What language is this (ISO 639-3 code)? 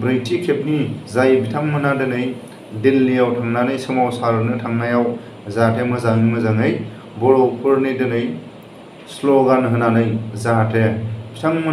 brx